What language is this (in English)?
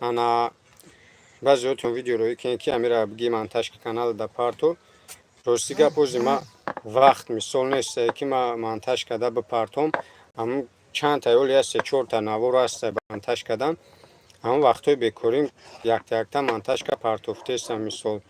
Tajik